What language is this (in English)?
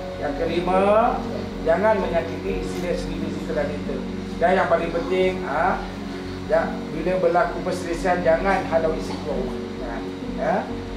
Malay